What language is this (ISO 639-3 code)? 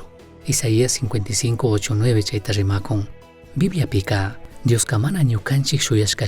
qug